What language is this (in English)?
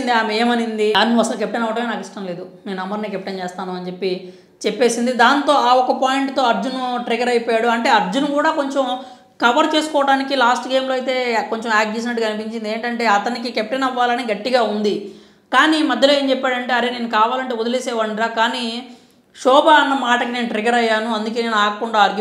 Telugu